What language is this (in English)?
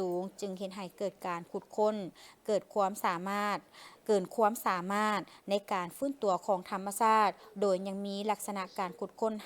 Lao